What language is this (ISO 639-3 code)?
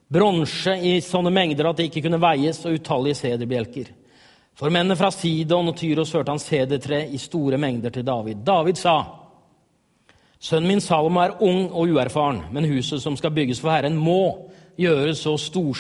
nor